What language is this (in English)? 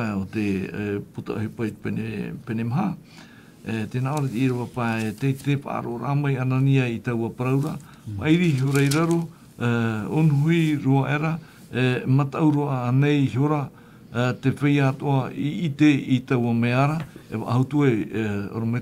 Tahitian